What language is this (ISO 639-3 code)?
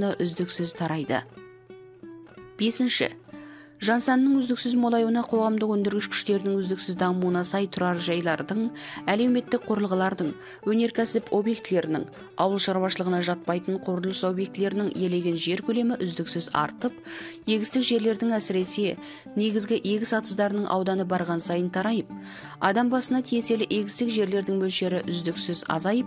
kaz